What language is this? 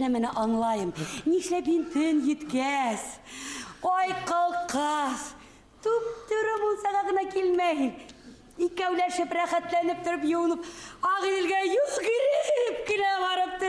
Bashkir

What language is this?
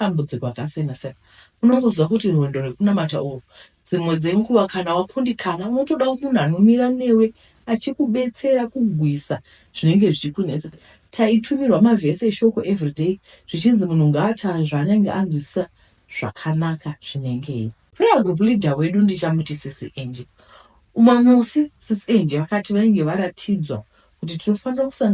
Shona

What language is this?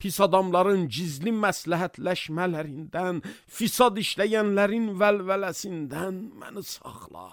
Azerbaijani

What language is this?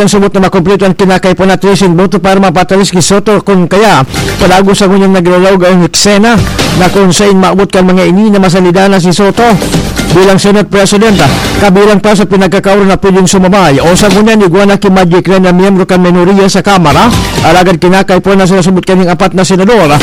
Bikol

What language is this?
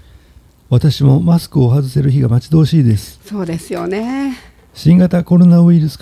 Japanese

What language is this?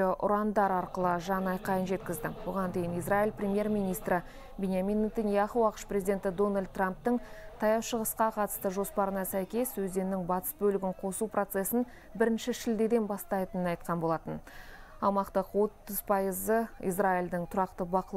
Kazakh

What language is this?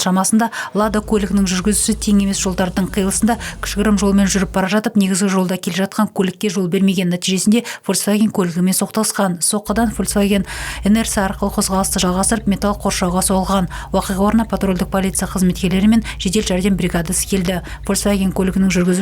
Kazakh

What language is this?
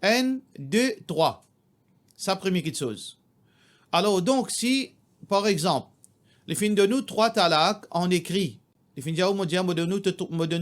Morisyen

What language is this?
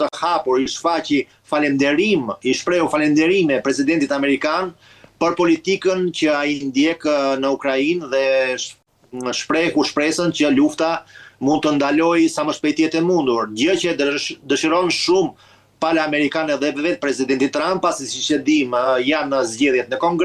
Albanian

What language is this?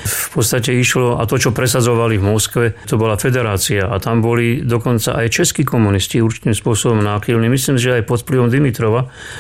Slovak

